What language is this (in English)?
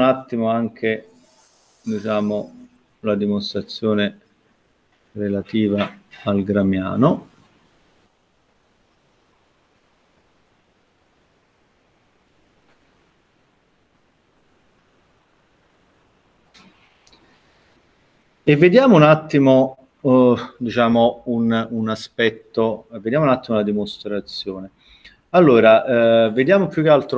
Italian